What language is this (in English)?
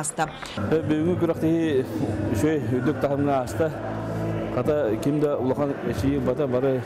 Yakut